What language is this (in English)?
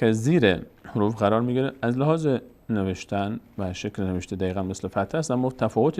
Persian